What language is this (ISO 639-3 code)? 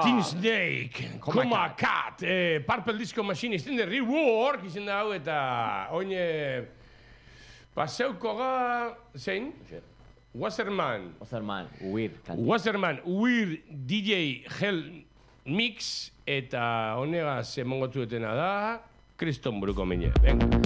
eus